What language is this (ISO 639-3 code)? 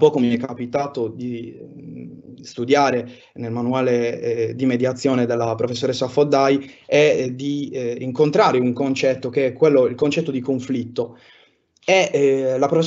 ita